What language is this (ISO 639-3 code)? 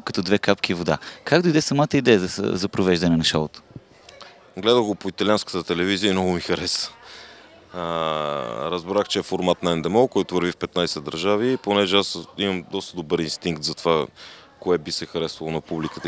bul